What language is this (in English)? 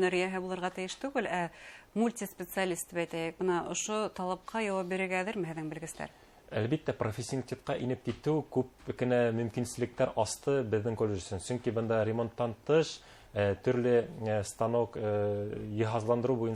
Bashkir